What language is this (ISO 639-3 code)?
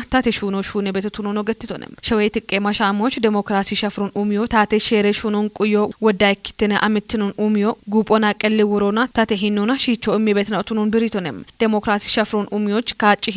kbr